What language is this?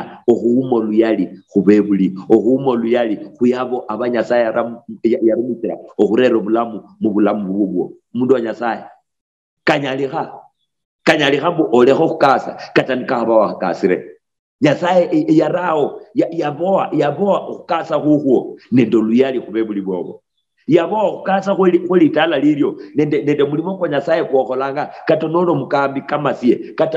Luyia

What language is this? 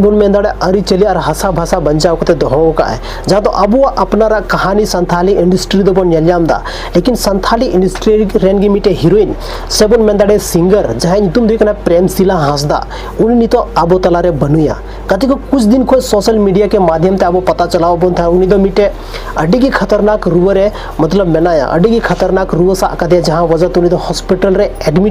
Santali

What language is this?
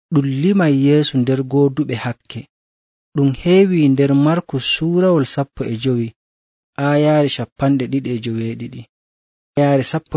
Nigerian Fulfulde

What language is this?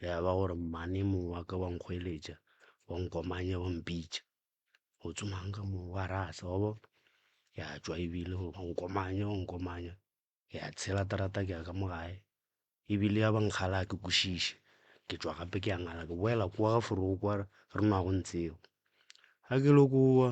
Northern Sotho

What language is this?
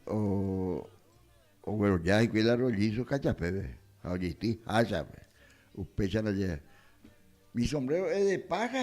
Guarani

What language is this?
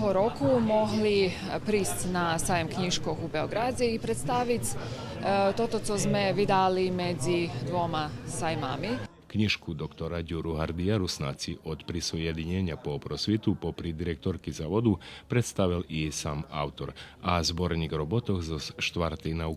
Rusyn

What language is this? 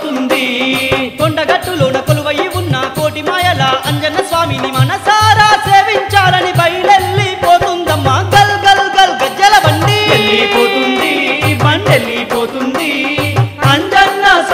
Telugu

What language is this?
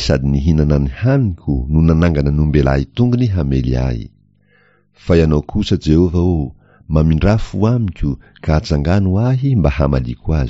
Malagasy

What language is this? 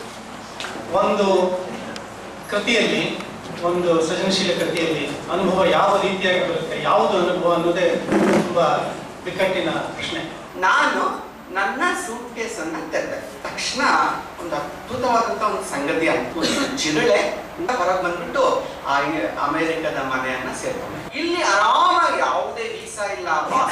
Kannada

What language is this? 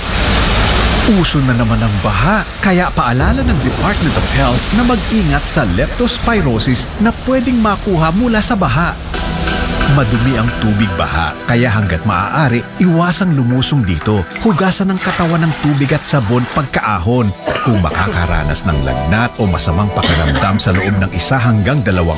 Filipino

